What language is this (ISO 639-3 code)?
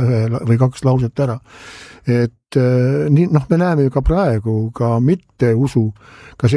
est